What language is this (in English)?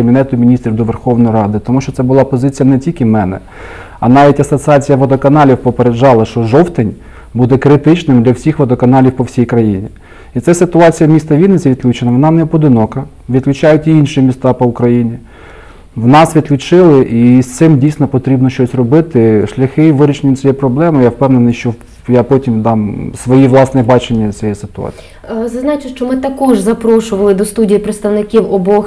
Ukrainian